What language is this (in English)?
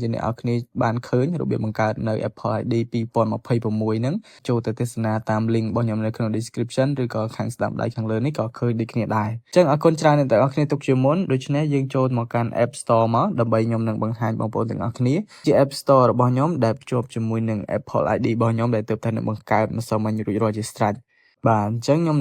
Khmer